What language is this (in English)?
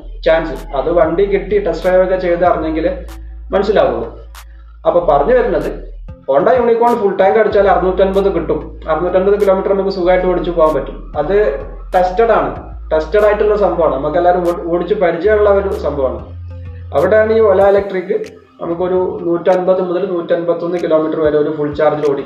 Malayalam